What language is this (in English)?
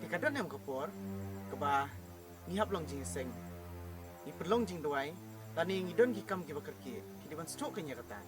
Khasi